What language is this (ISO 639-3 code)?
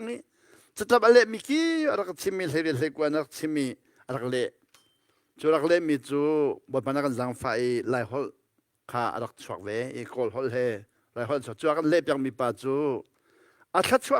cnh